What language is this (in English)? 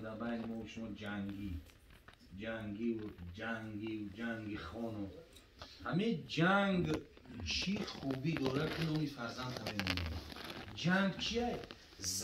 Tajik